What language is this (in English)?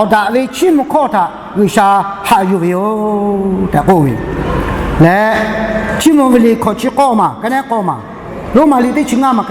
Lahu